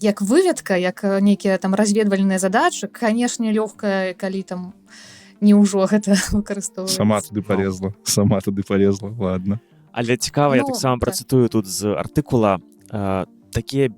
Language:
Belarusian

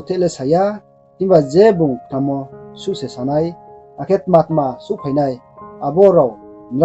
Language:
Riang (India)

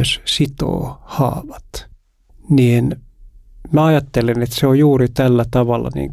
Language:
Finnish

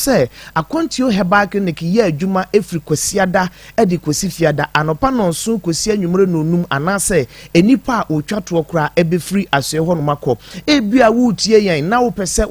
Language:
Akan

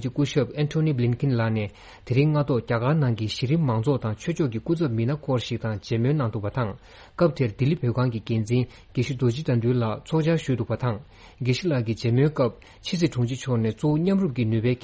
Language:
Tibetan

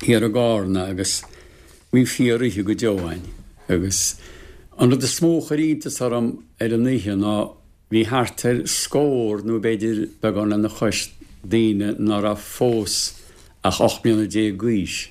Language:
Irish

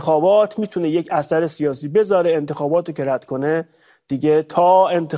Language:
Persian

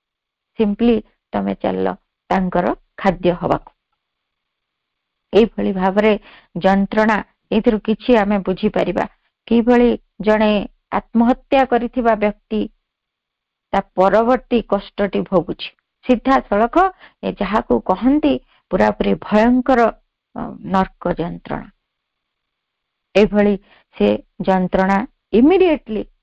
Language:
Odia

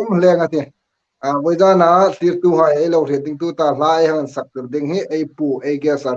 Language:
Hmar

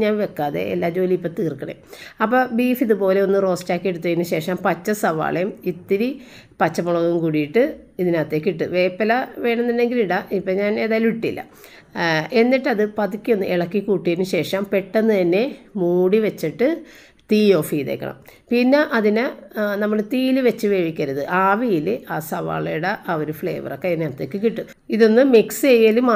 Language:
Malayalam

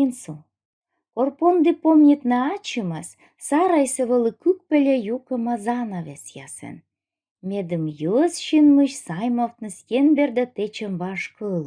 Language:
Komi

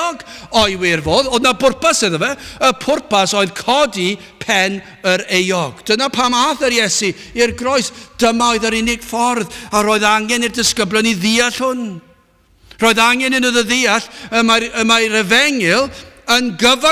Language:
Welsh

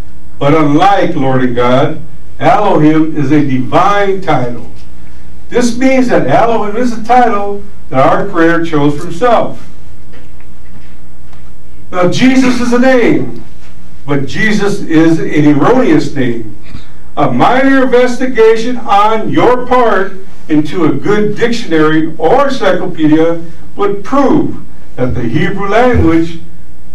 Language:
English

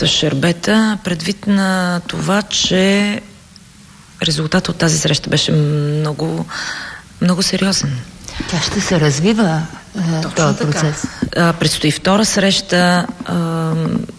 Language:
Bulgarian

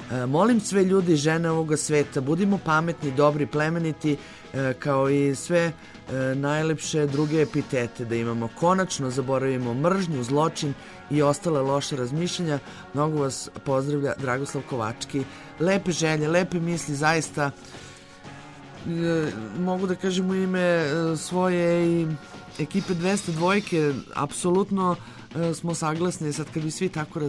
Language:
Serbian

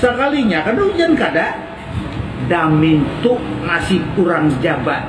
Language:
Banjar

